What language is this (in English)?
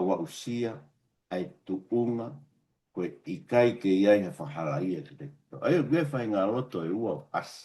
Tongan